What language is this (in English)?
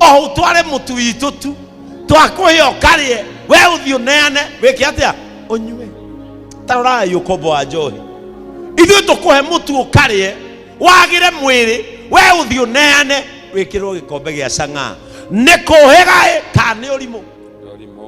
Kikuyu